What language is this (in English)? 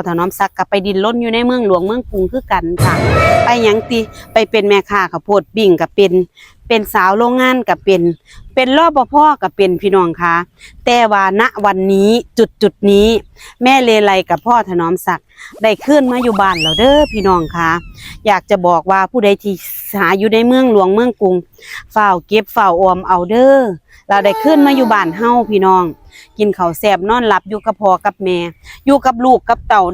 Lao